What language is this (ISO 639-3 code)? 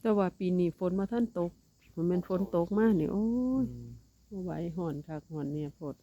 tts